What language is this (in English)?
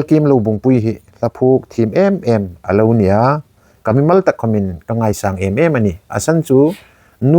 Hmar